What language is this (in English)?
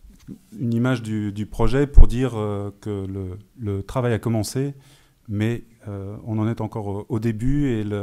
French